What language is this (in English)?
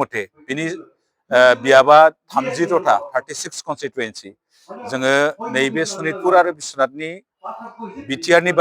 Bodo